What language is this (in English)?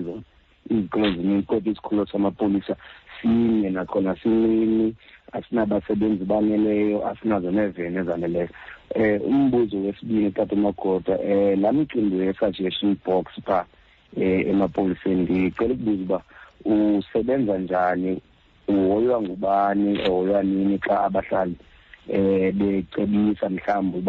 Xhosa